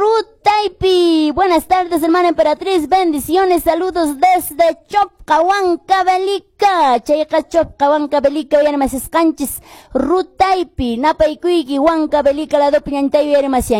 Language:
Quechua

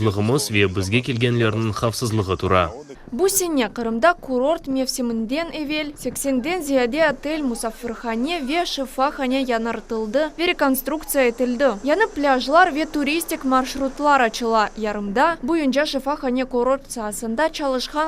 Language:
Crimean Tatar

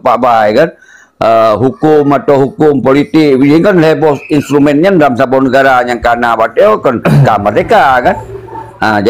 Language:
Achinese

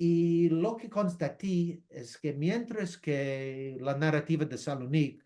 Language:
Ladino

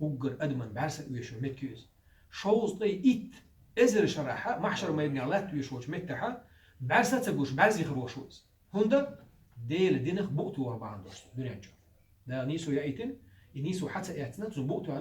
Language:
Chechen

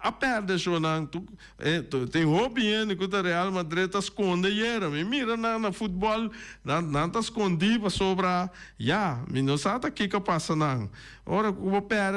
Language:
Papiamento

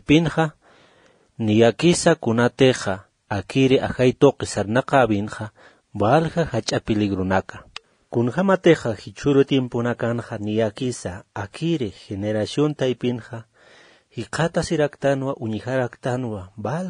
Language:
Aymara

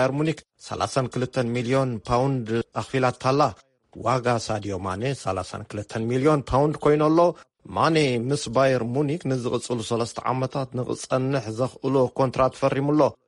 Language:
Tigrinya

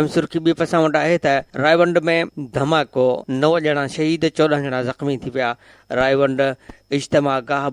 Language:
Sindhi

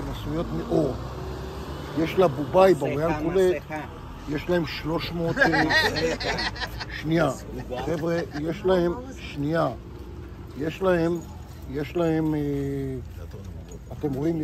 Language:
Hebrew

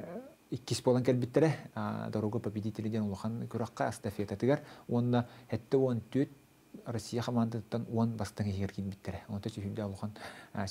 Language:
Yakut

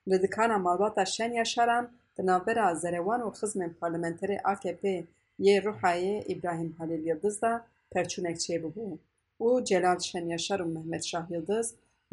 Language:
Kurdish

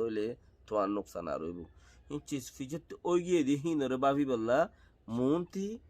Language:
Rohingya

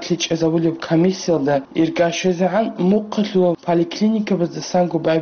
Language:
Avaric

